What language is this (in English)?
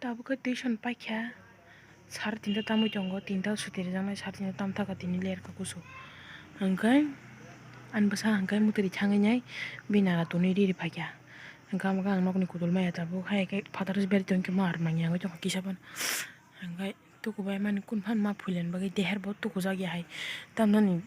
Kok Borok